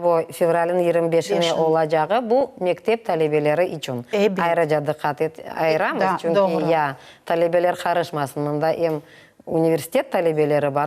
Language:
Crimean Tatar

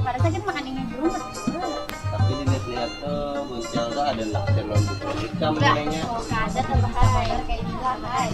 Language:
Banjar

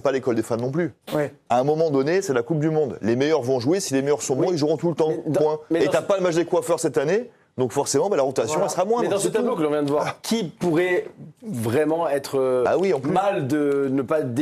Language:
French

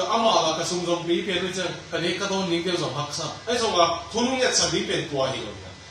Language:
Tedim Chin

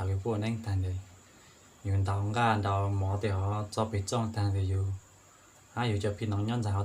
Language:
Hmong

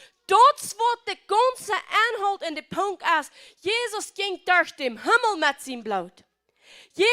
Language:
Plautdietsch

